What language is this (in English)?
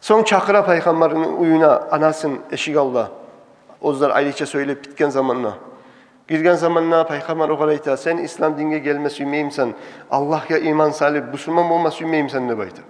Kumyk